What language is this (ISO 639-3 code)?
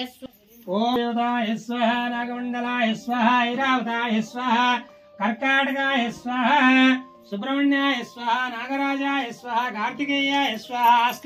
kan